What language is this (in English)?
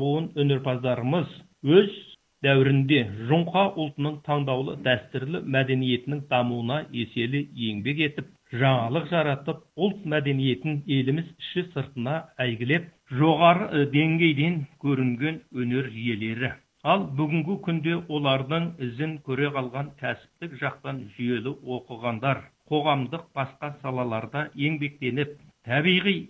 Kazakh